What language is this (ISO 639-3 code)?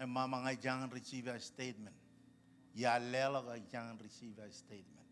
mah